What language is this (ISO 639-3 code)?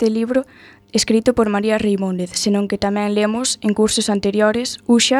glg